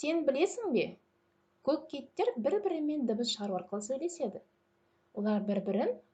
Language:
Kazakh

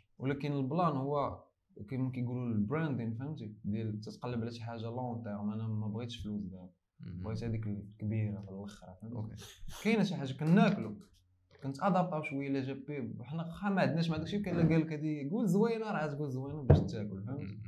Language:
Moroccan Arabic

